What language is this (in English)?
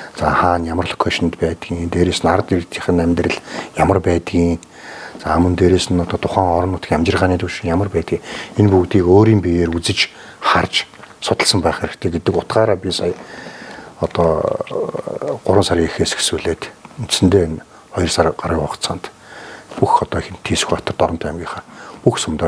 Mongolian